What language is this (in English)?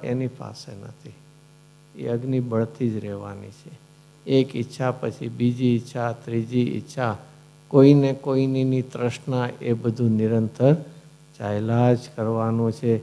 Gujarati